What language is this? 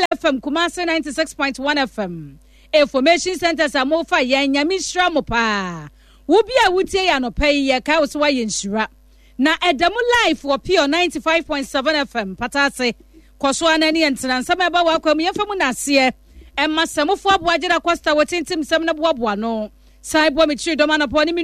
Akan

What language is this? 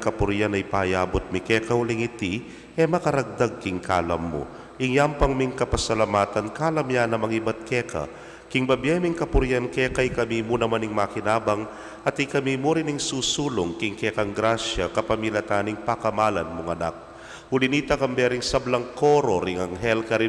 Pampanga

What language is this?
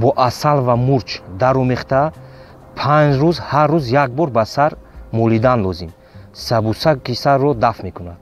Tajik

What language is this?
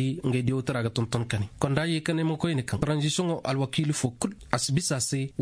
Koyraboro Senni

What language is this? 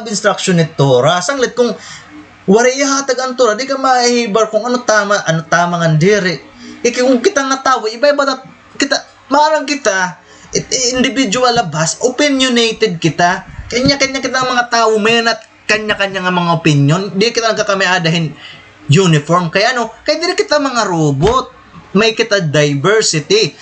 Waray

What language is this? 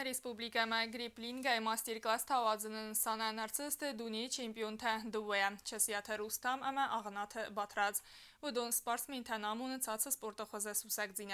Ossetic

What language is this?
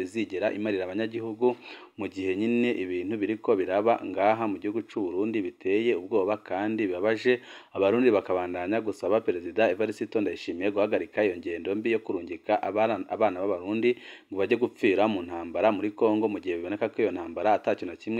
Rundi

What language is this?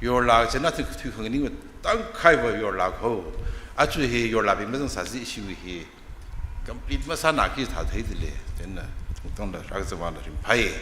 Tangkhul Naga (India)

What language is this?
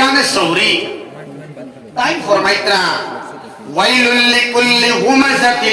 Sylheti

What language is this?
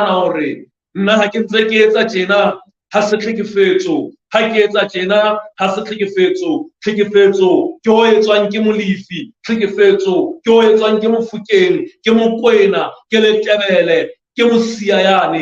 Southern Sotho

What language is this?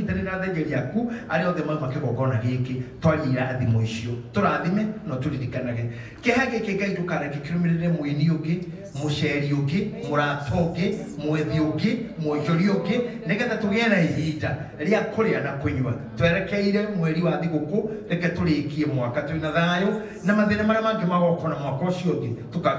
Kikuyu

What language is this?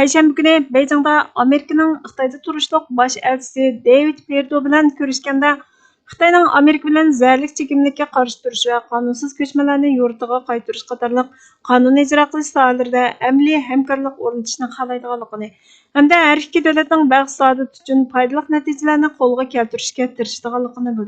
Uyghur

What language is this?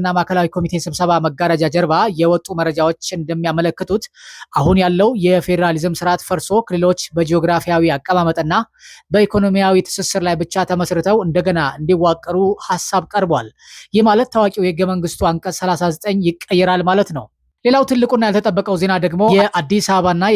Amharic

